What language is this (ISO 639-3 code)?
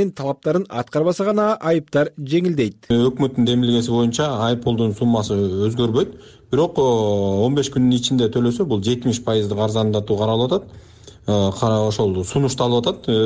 kir